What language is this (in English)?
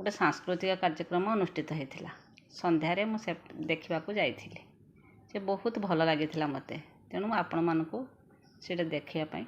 Odia